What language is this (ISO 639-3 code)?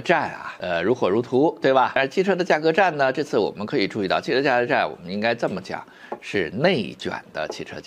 zho